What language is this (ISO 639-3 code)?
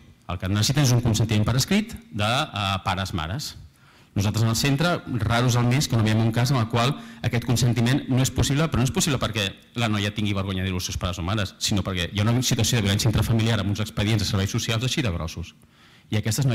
cat